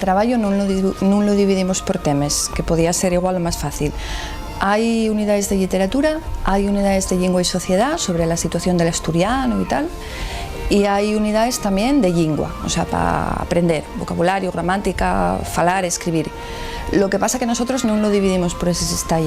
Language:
Asturian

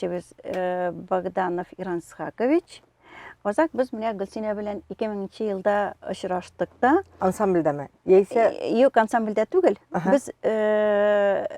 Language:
Tatar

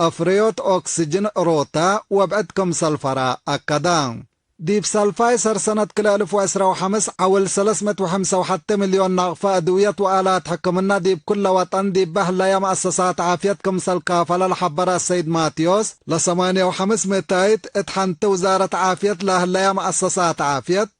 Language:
Tigre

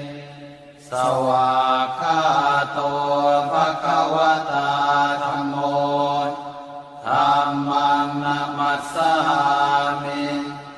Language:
Pali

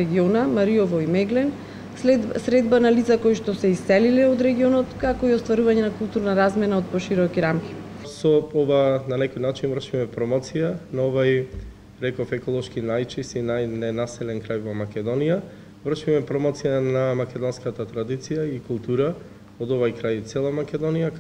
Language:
Macedonian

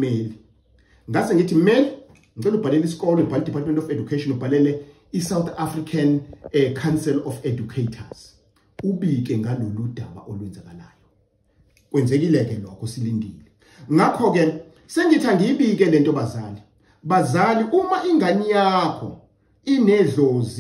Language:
Zulu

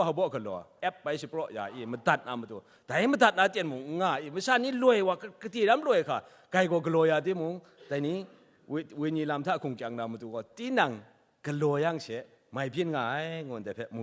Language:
Kachin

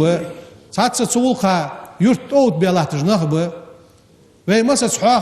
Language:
Ingush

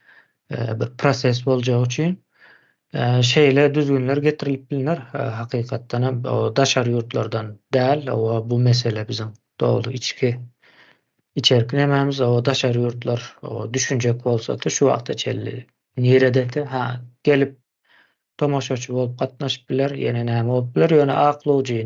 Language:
Turkmen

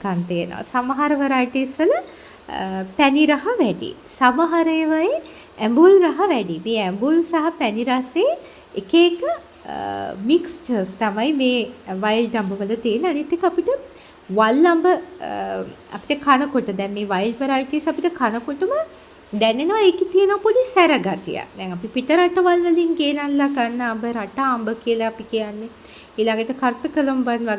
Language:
Sinhala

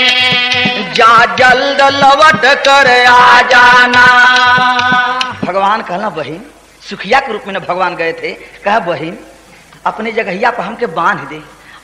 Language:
Bhojpuri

